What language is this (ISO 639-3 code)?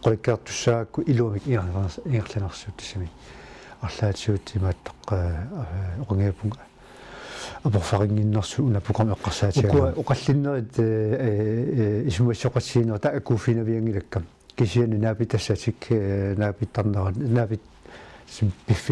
kal